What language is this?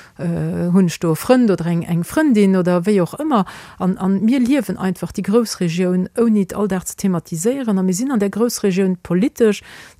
Luxembourgish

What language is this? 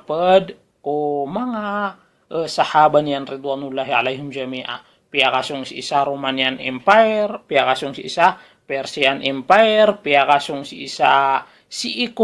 Maranao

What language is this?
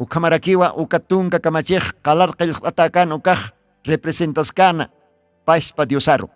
Aymara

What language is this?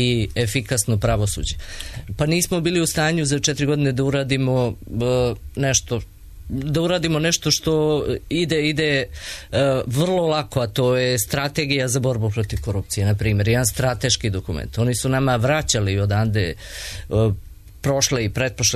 Serbian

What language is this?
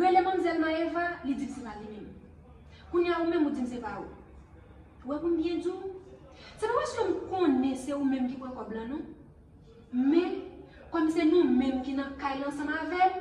Haitian Creole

